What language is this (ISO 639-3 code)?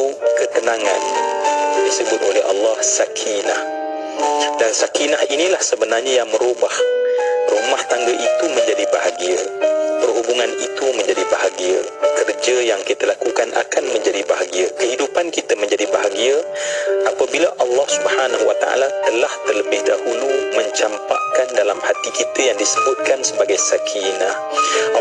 msa